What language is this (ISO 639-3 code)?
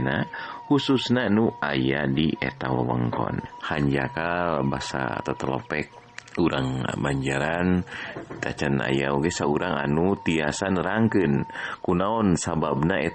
sun